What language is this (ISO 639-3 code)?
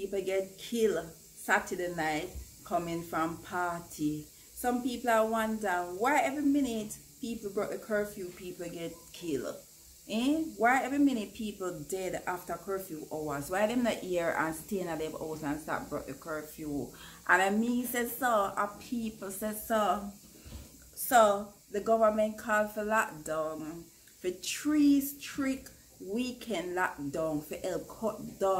jam